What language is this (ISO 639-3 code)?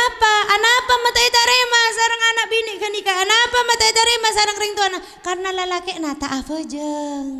mad